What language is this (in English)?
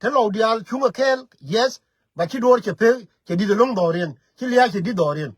Nuer